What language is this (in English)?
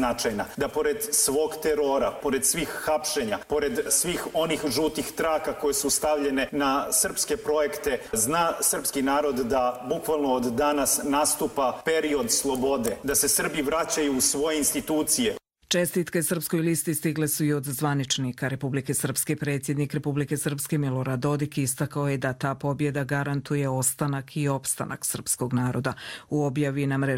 Croatian